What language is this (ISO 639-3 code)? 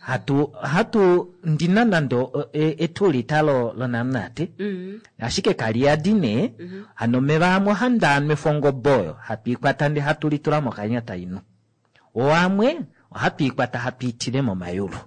kua